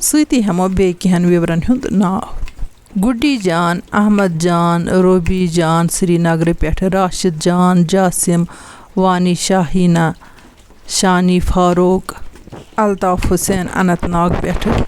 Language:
Kashmiri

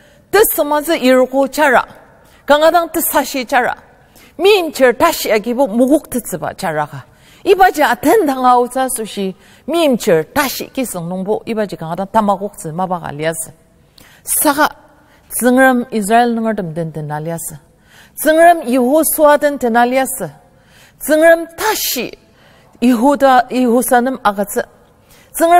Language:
Ao Naga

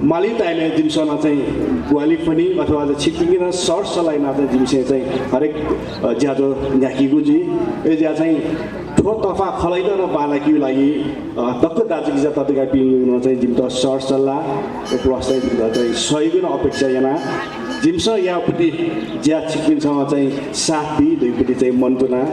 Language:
Newari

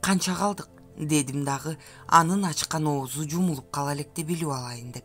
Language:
Kyrgyz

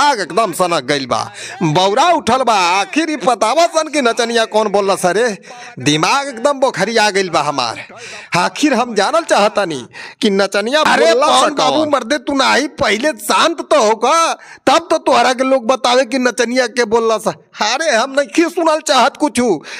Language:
Bhojpuri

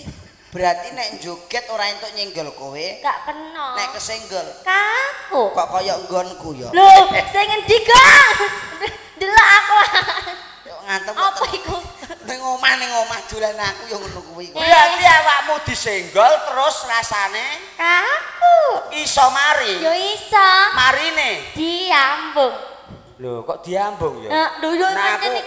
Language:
Javanese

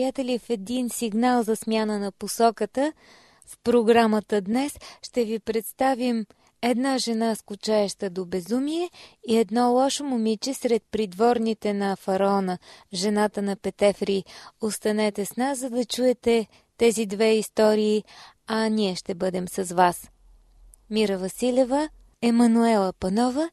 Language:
Bulgarian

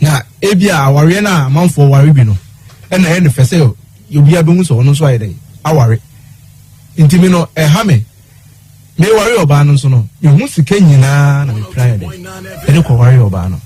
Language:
Akan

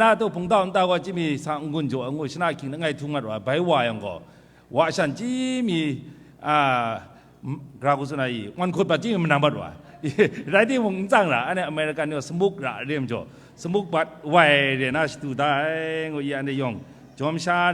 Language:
Kachin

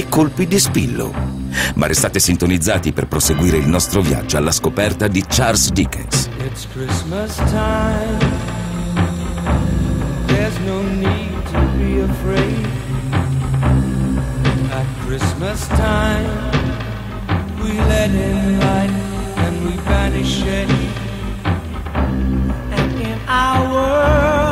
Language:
Italian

